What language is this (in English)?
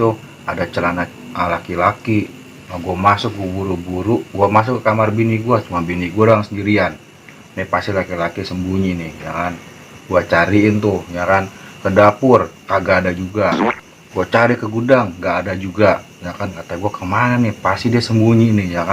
Betawi